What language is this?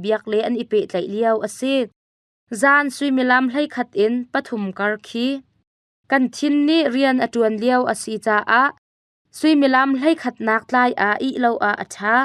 Hakha Chin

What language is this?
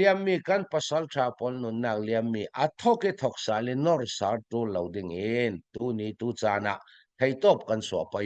Falam Chin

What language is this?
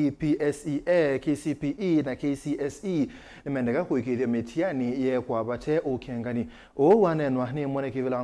Kamba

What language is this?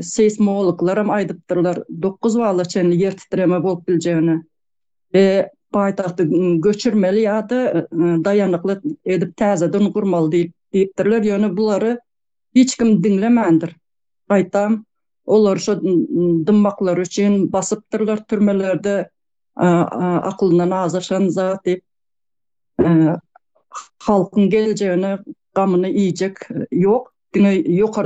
Turkmen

